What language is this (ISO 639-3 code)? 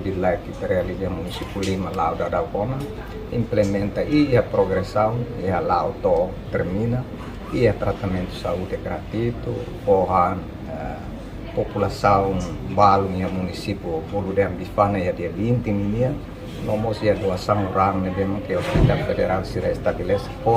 tet